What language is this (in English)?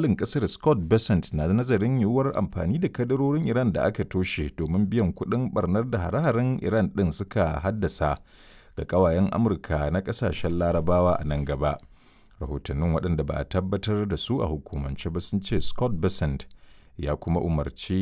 Hausa